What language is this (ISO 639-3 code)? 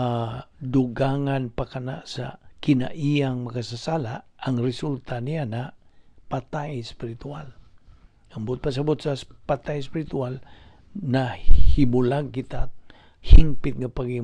ceb